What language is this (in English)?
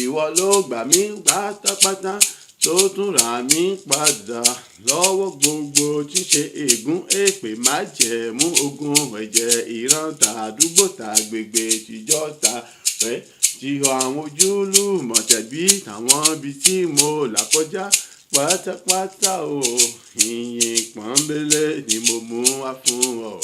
Yoruba